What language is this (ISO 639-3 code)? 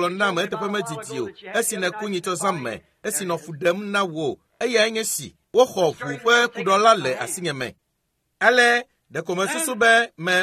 ewe